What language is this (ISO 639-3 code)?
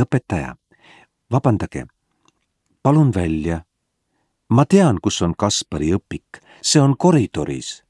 est